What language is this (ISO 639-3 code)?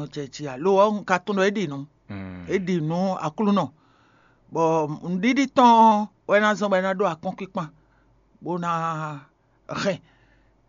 fon